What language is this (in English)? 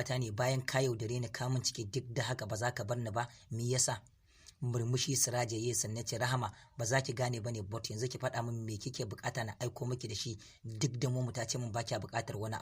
Hausa